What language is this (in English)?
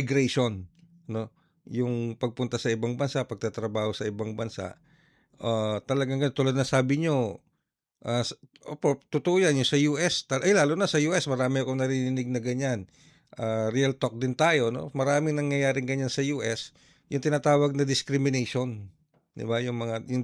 Filipino